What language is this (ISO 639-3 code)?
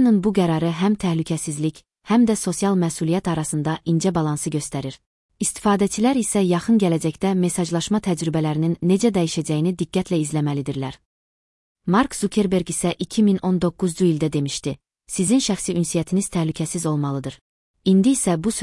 aze